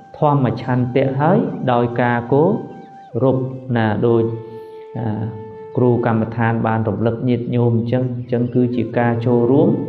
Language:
Khmer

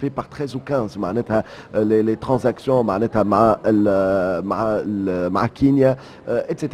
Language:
Tunisian Arabic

